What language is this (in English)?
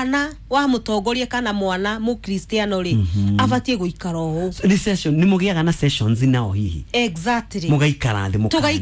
Kikuyu